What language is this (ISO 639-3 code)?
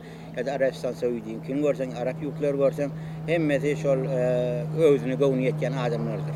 tuk